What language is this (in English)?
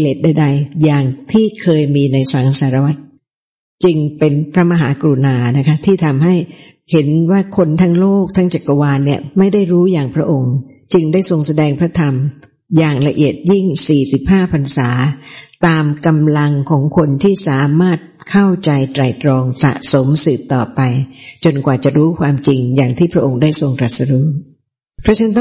Thai